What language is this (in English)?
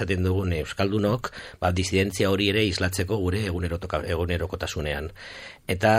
Basque